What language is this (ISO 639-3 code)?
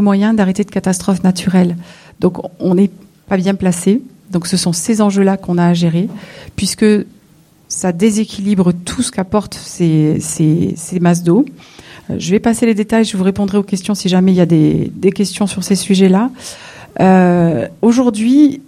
fra